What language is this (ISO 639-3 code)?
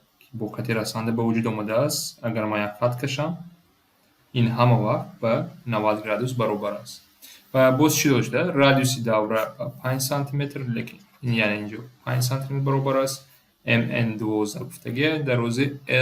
tgk